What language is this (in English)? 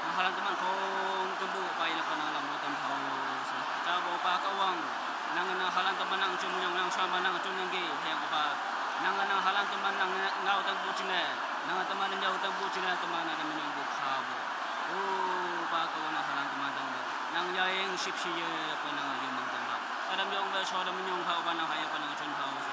Naga Pidgin